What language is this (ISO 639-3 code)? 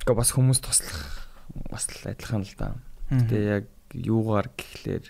mon